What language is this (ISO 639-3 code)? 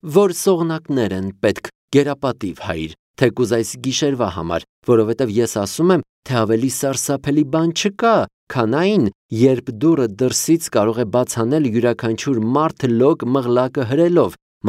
hye